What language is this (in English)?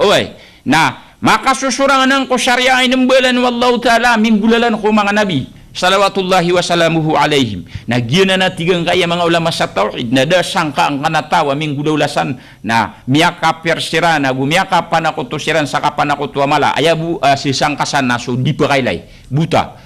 Maranao